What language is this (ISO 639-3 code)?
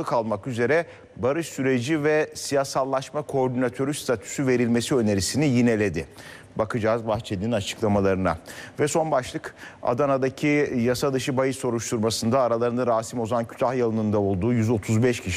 tur